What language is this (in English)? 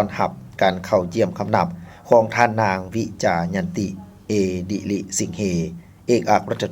Lao